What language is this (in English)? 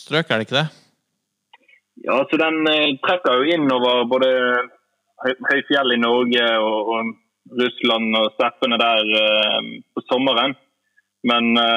Norwegian